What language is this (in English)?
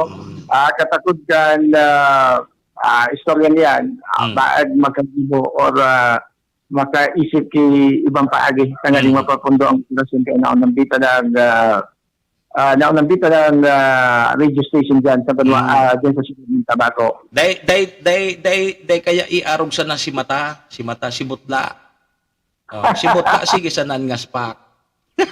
Bikol